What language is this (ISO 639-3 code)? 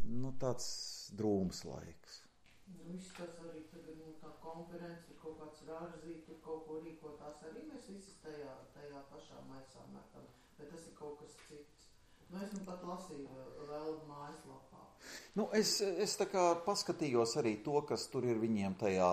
lav